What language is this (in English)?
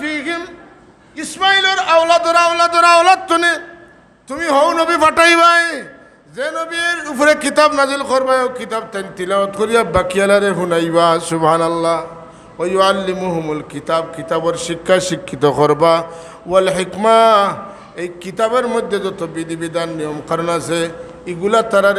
Sylheti